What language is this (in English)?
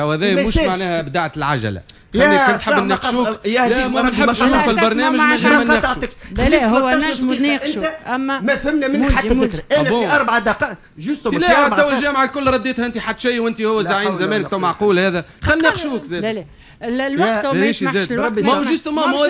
Tunisian Arabic